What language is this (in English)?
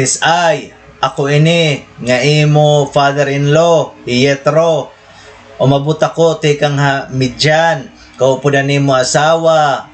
Waray